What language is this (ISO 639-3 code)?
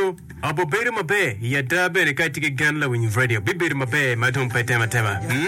ach